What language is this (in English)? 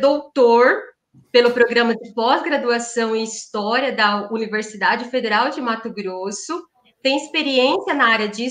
Portuguese